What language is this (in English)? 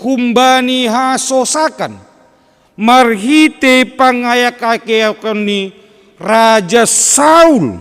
Batak Simalungun